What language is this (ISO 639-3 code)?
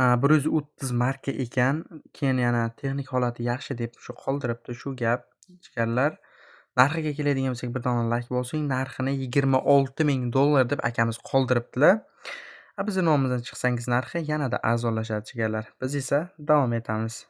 uzb